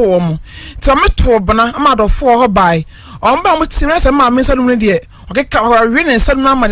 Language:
Akan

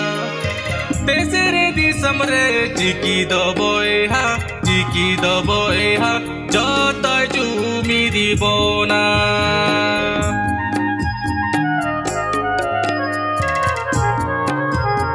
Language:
Santali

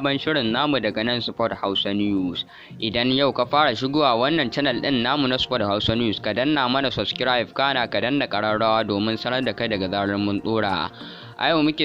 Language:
Hausa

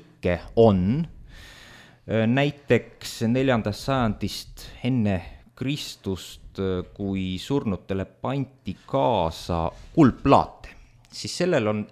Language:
Estonian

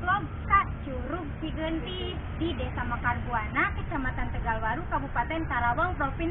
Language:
Sundanese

